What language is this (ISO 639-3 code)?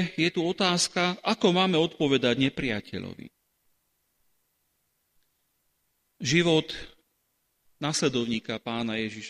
slk